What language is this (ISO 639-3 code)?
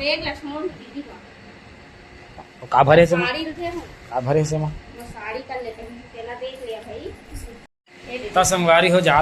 hne